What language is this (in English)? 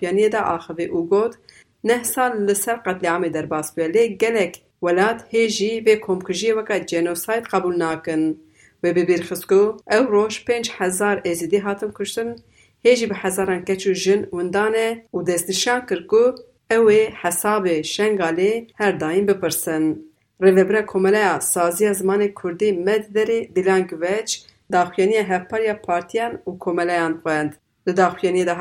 Kurdish